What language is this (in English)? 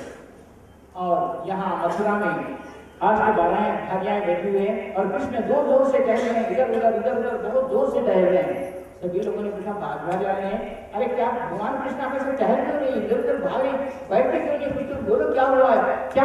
Hindi